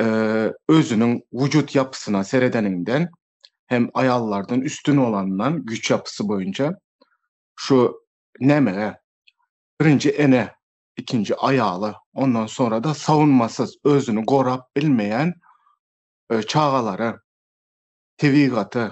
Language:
Turkmen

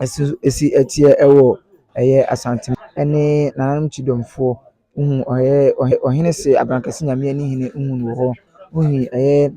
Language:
Akan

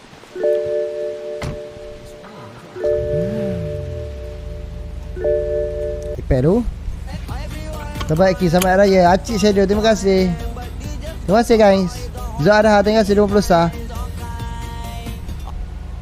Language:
Malay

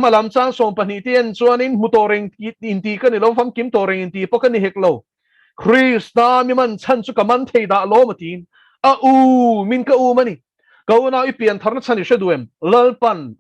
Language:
Mizo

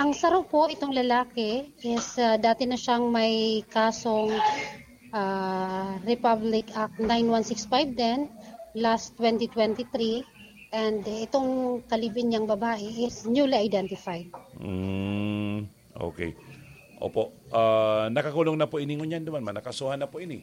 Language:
Bikol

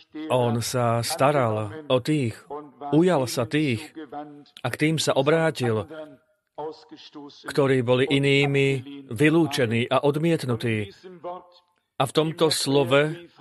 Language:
Slovak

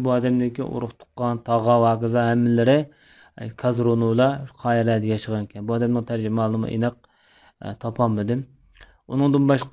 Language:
Uyghur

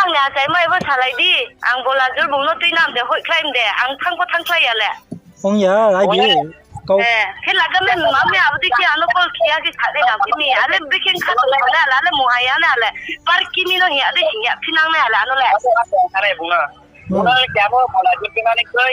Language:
Riang (India)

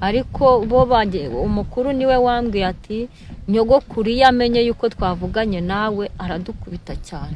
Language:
Kinyarwanda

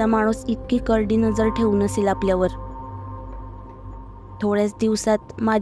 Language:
Marathi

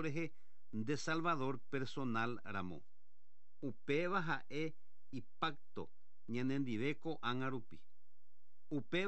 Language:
Guarani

